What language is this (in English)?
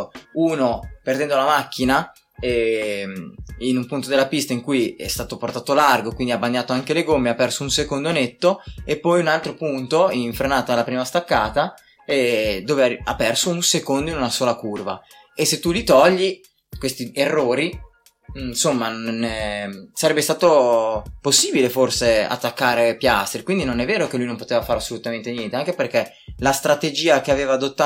Italian